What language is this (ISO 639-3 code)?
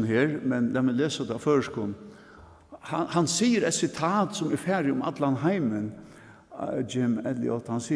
fao